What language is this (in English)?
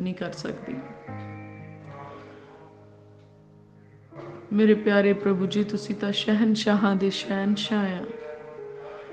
Punjabi